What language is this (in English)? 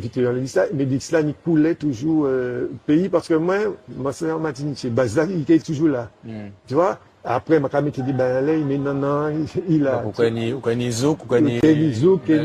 Guadeloupean Creole French